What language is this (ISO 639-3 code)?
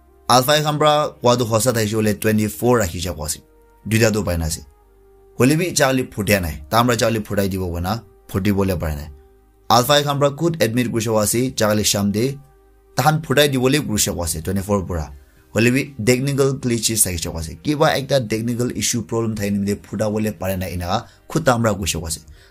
nag